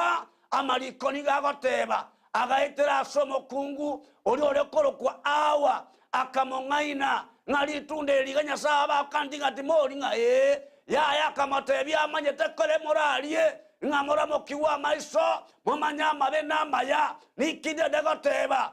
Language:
Gusii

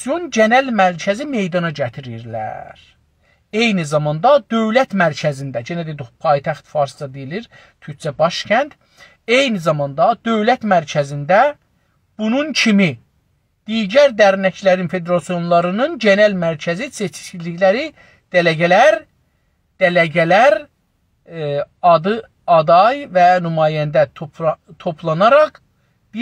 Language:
South Azerbaijani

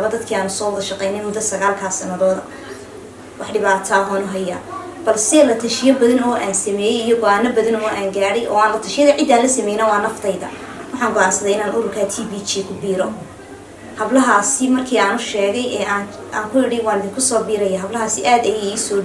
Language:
Somali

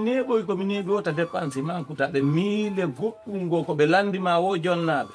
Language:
Fula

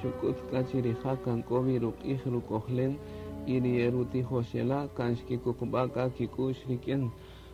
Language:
Kaqchikel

